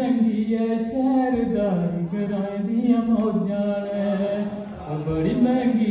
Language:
Dogri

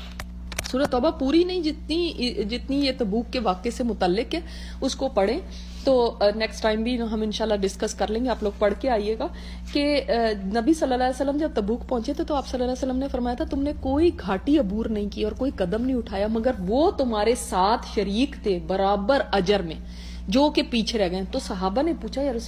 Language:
Urdu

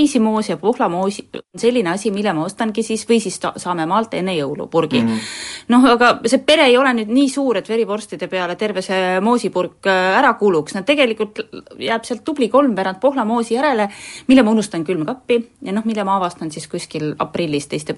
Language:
Estonian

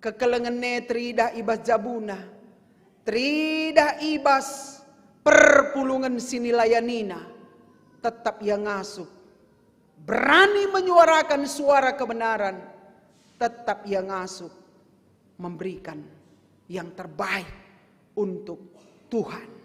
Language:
Batak Karo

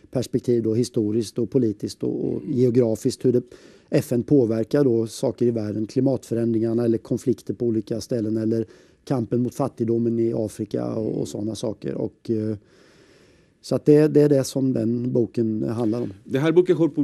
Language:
Swedish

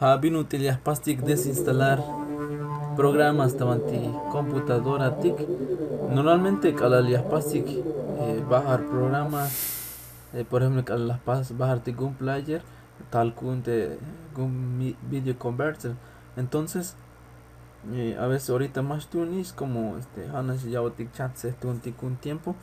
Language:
Tzeltal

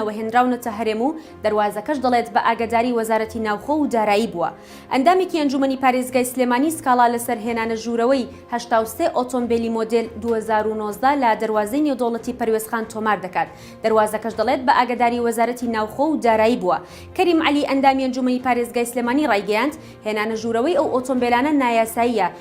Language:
Central Kurdish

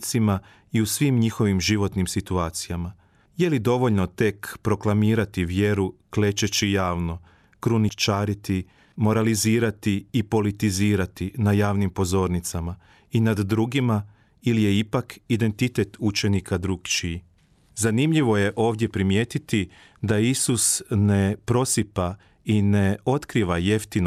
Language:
Croatian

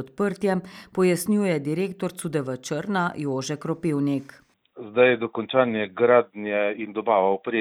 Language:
Slovenian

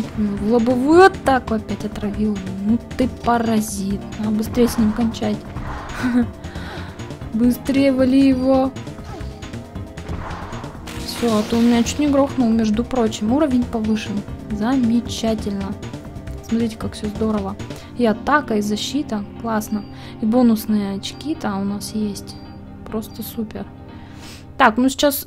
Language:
Russian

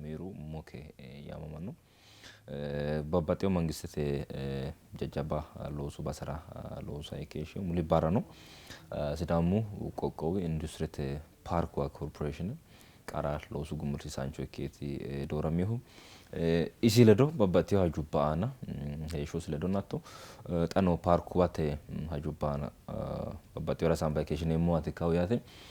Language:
Sidamo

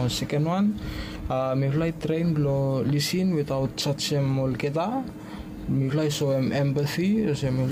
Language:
Bislama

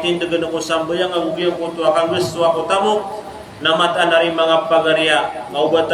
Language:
Maranao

